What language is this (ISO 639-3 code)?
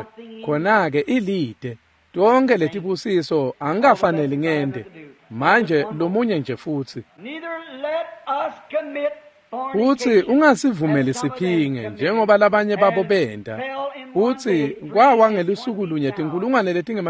ssw